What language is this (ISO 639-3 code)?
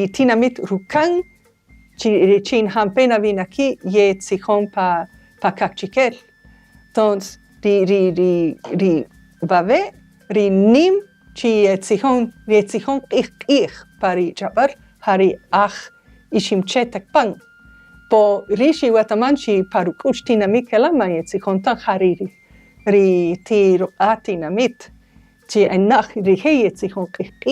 cak